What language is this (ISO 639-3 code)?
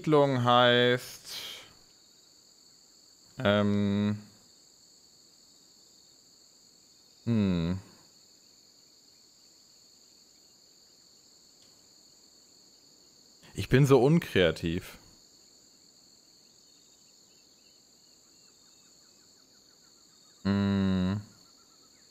deu